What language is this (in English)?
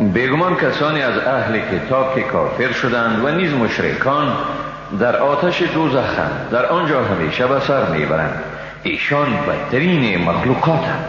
Persian